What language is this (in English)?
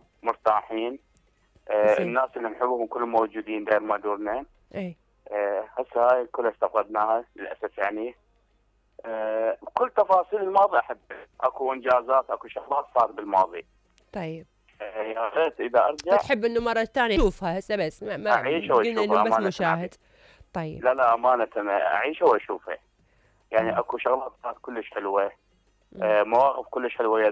Mesopotamian Arabic